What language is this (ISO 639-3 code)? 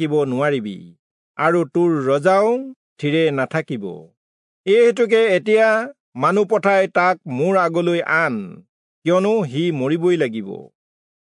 asm